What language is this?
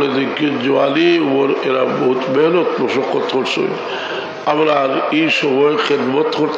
Sylheti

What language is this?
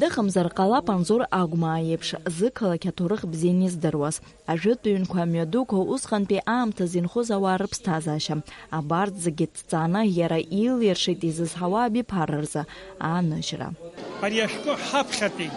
Abkhazian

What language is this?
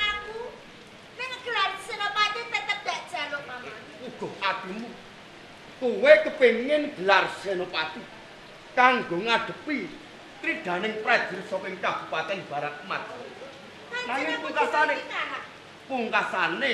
Javanese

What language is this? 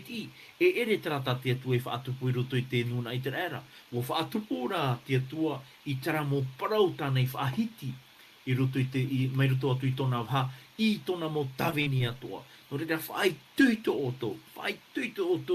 Tahitian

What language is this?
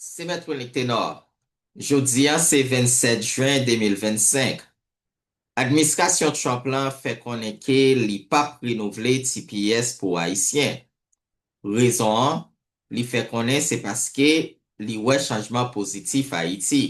Haitian Creole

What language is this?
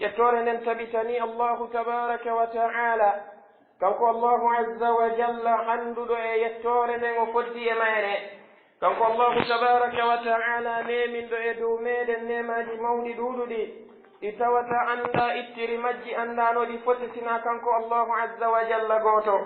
Pular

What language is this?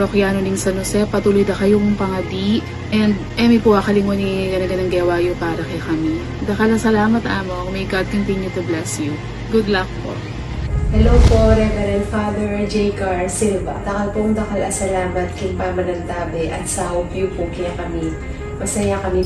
Pampanga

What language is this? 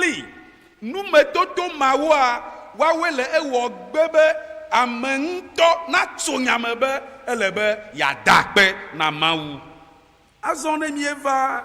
Ewe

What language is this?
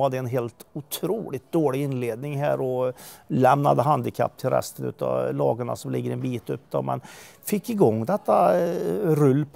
Swedish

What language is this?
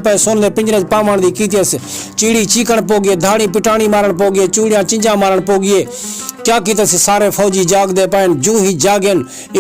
Saraiki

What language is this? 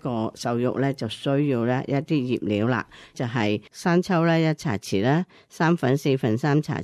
Cantonese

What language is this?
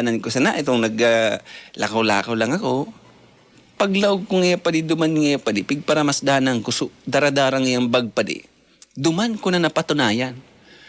Bikol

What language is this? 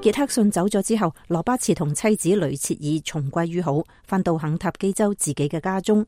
Cantonese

